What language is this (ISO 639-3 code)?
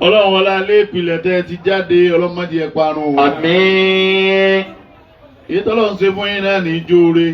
yor